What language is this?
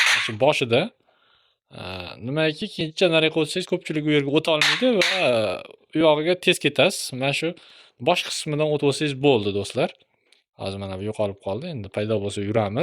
Uzbek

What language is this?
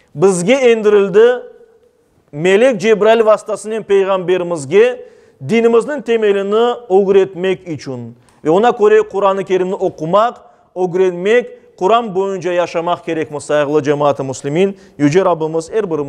Crimean Tatar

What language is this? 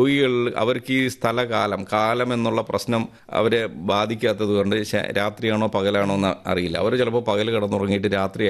Malayalam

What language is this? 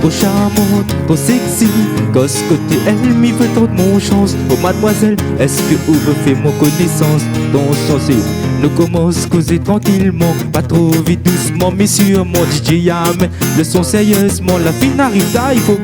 Réunion Creole French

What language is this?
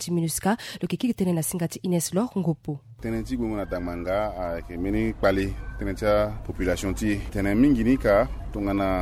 Sango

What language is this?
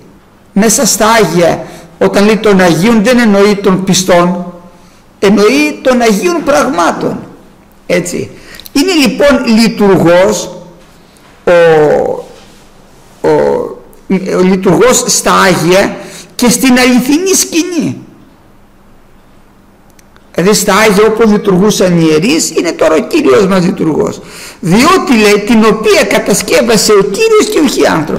Greek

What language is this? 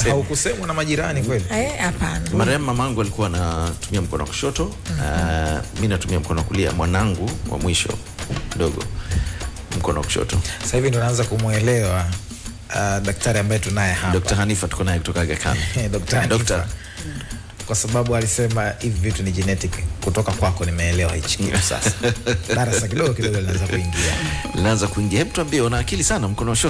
Swahili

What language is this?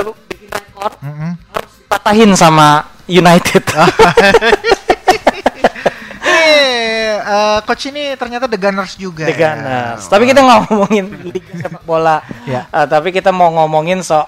Indonesian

